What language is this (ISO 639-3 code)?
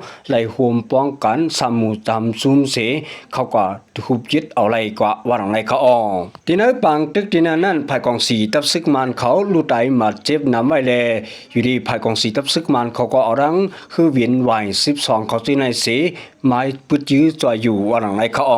shn